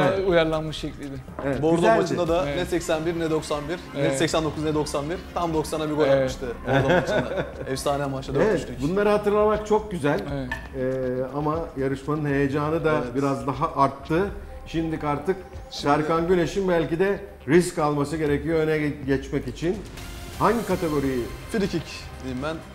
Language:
Turkish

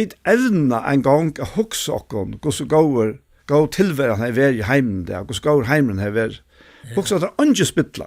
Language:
Faroese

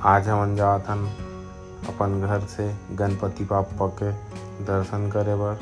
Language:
Chhattisgarhi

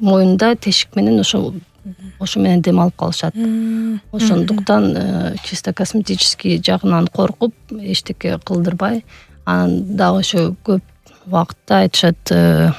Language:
Kyrgyz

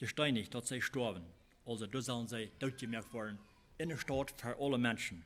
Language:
Plautdietsch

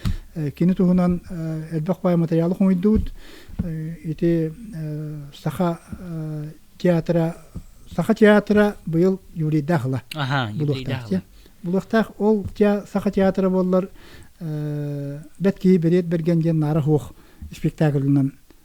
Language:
Yakut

